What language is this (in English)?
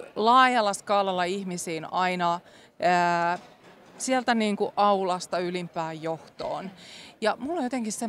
Finnish